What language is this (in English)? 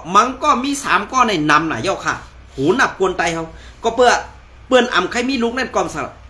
Shan